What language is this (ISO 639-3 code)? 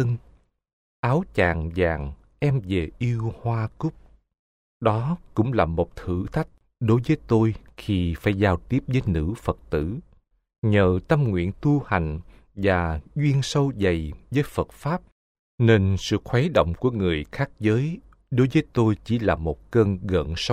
vie